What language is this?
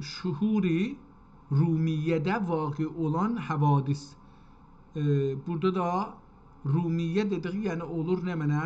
South Azerbaijani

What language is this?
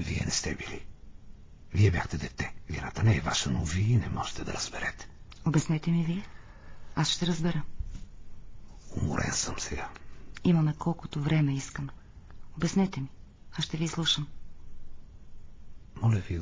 Bulgarian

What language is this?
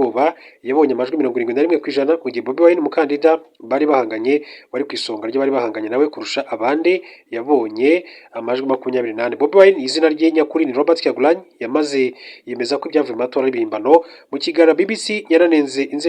Kinyarwanda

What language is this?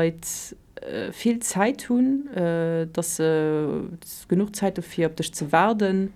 Luxembourgish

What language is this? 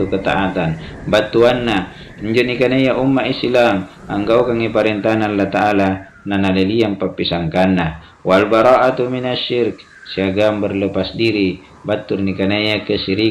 Makasar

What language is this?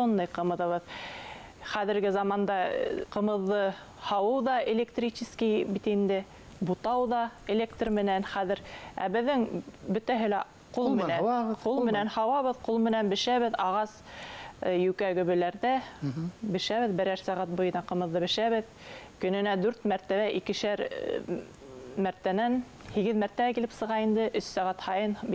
Bashkir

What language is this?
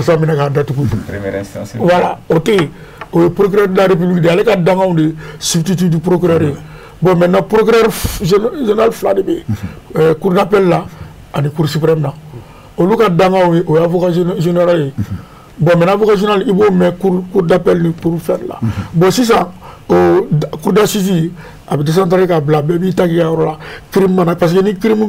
Bambara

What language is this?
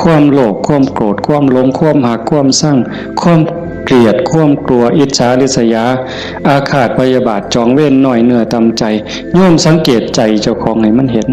Northeastern Thai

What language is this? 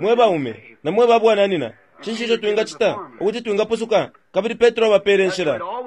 Bemba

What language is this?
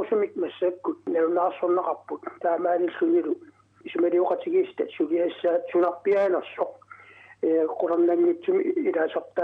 Kalaallisut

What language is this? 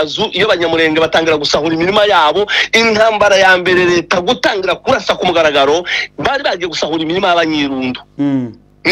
Kinyarwanda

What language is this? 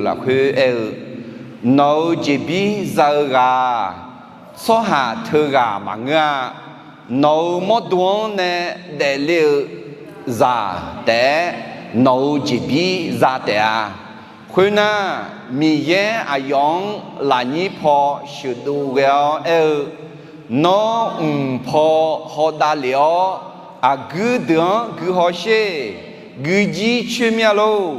Akha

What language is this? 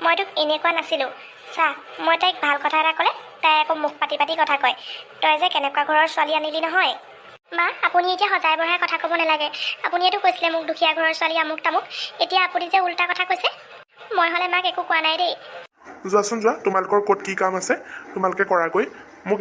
Assamese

